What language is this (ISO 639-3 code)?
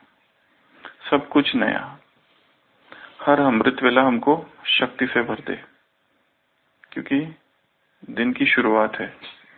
hin